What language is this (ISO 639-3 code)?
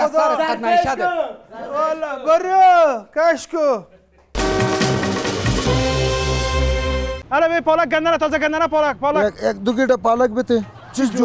fas